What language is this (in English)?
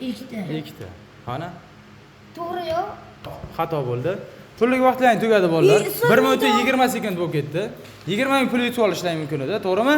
Uzbek